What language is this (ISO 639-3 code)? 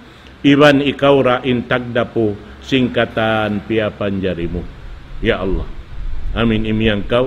tsg